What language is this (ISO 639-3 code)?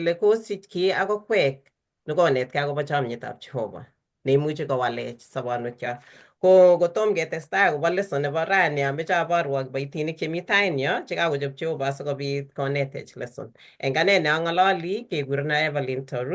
kln